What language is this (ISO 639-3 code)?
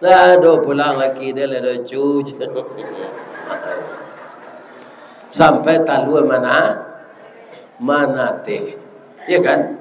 min